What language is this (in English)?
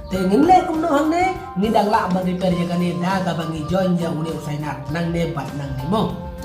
Khasi